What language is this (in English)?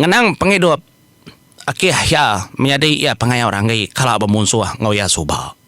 Iban